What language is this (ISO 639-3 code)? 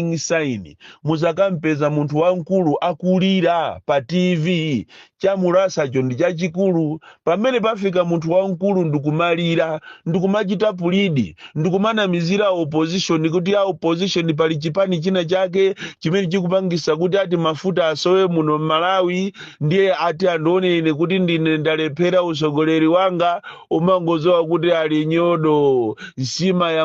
nya